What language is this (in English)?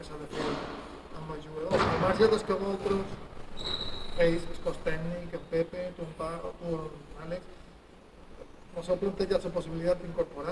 Catalan